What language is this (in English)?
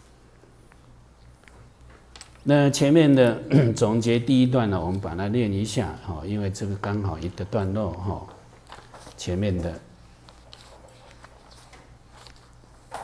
Chinese